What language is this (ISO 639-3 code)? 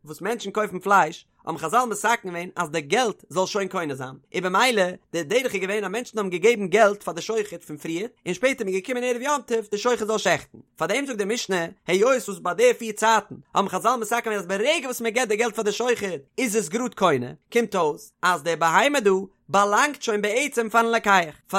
yid